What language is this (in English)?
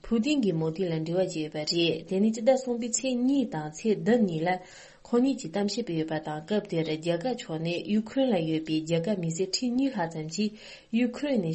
Tibetan